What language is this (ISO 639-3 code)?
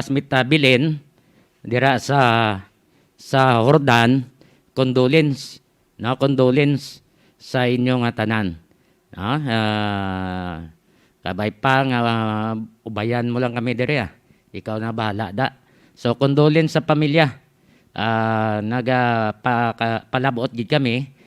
hil